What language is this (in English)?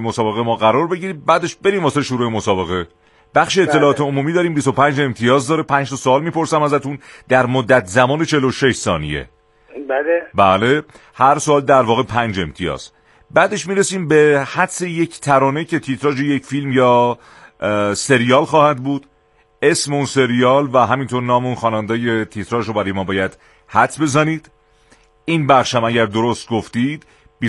Persian